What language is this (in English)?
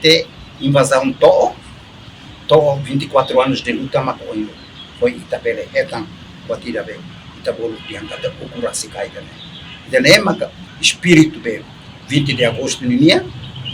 Tetum